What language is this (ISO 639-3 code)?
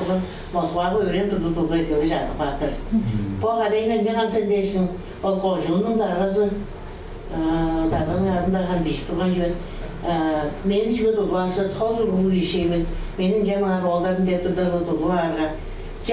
tyv